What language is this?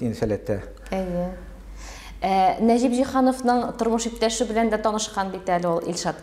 Tatar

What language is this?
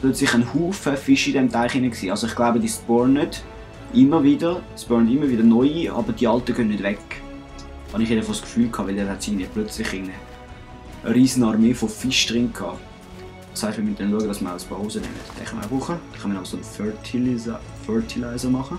Swiss German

